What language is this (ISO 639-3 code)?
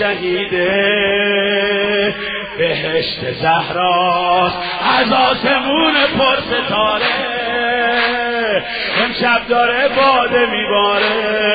fas